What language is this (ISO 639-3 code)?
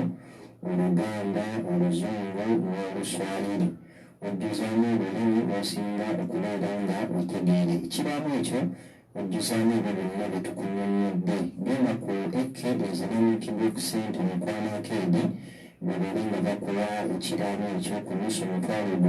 lug